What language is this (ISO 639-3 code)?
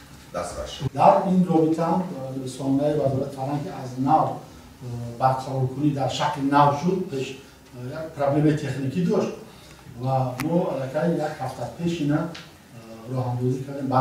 tgk